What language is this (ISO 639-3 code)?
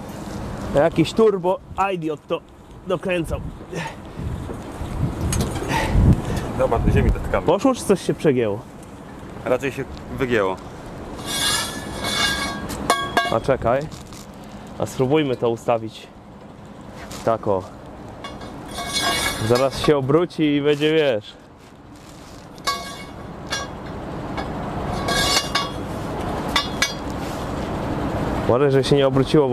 pol